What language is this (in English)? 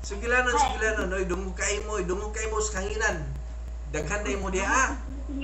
Cebuano